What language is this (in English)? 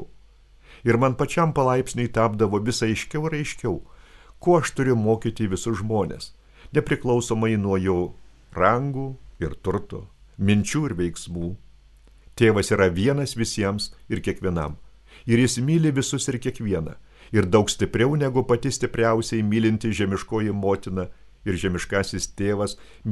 Lithuanian